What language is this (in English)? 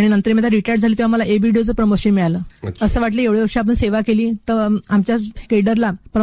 Marathi